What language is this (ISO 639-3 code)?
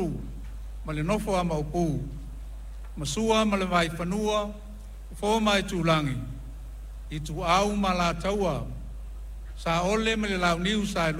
smo